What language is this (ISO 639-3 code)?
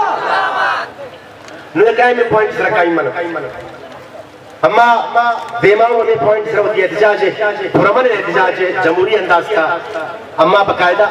urd